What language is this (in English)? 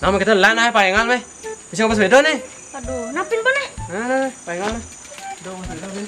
Balinese